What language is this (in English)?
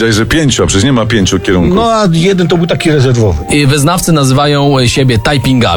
Polish